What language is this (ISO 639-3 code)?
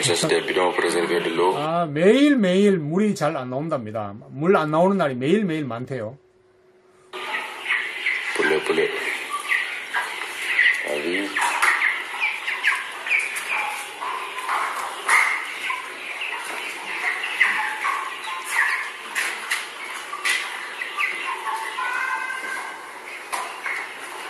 kor